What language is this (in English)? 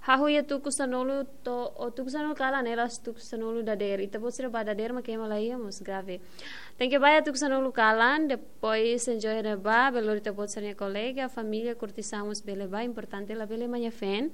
Tetum